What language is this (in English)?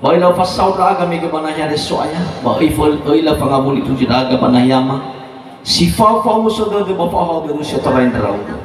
Nias